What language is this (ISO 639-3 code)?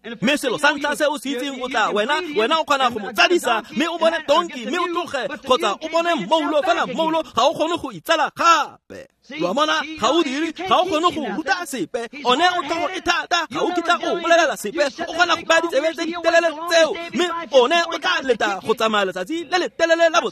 tsn